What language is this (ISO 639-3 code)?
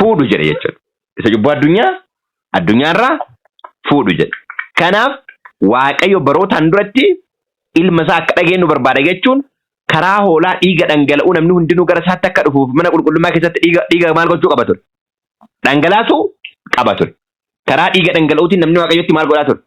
orm